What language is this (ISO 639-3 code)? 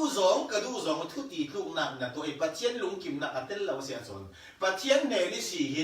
cfm